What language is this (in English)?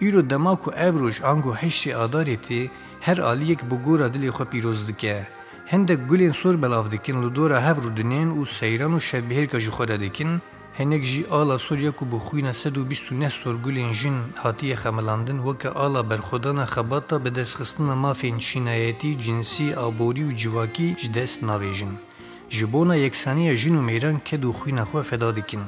Kurdish